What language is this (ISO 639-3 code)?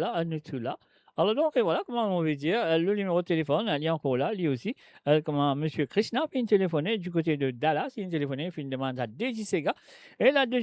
mfe